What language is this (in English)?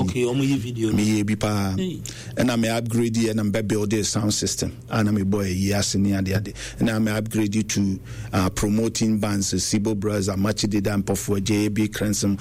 Akan